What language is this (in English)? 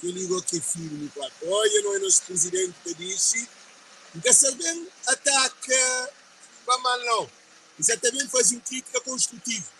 Kabuverdianu